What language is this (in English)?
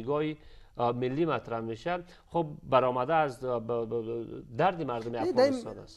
Persian